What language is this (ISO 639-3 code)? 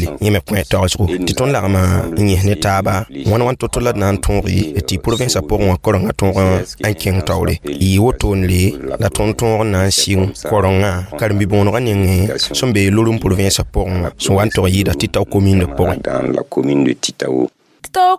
mos